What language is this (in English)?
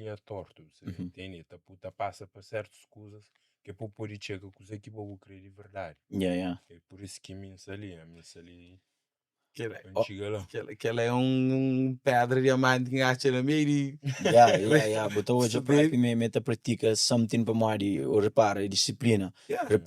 Kabuverdianu